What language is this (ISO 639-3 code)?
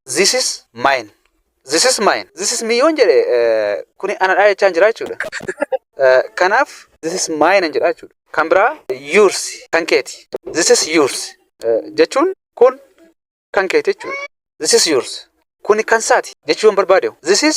orm